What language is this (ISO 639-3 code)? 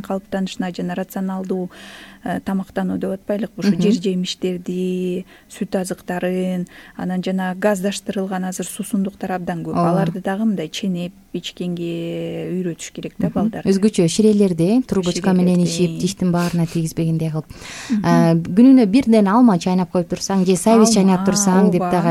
kir